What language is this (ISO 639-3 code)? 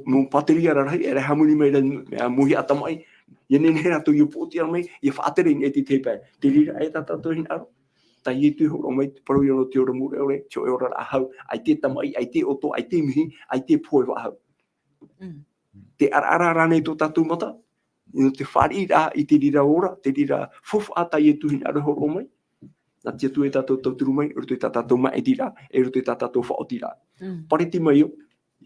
tah